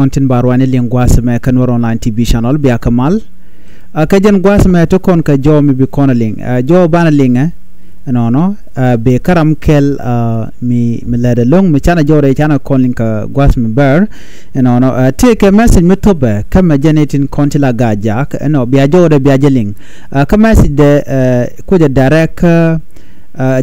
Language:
Nuer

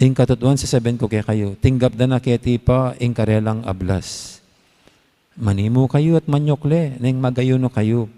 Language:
Pampanga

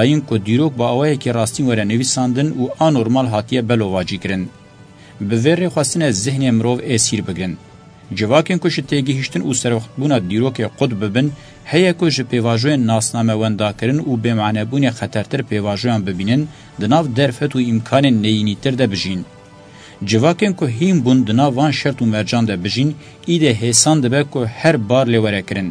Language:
Kurdish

